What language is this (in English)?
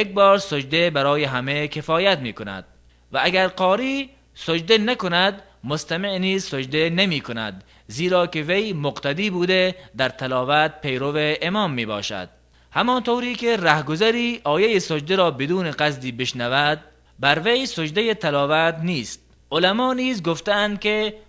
Tajik